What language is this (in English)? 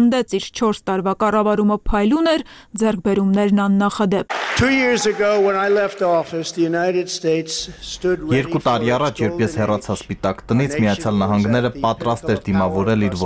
Armenian